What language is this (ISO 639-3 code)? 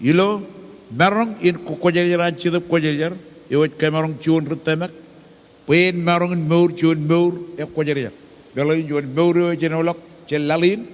mah